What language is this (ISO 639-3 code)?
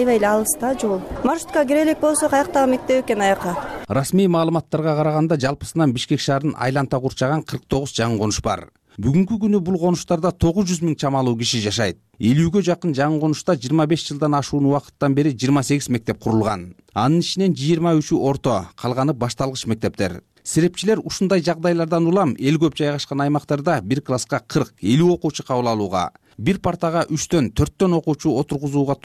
kir